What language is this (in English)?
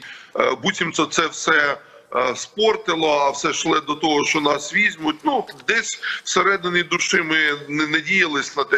Ukrainian